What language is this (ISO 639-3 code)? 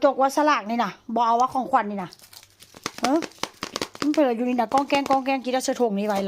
tts